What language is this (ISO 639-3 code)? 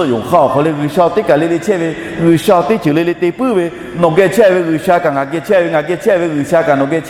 lhu